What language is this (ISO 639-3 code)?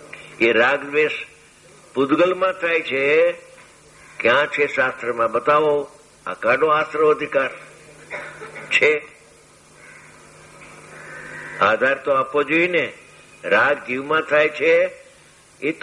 guj